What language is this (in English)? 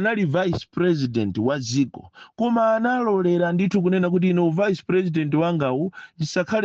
Nyanja